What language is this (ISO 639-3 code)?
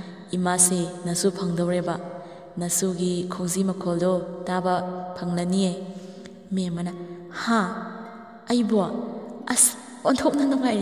mni